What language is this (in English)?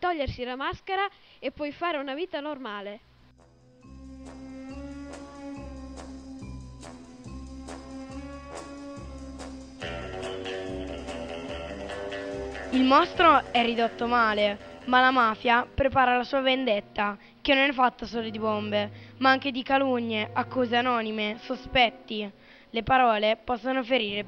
Italian